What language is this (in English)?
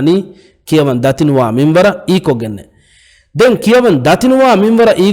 Divehi